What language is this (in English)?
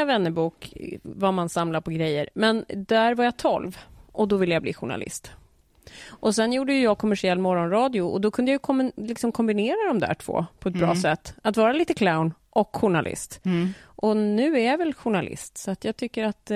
Swedish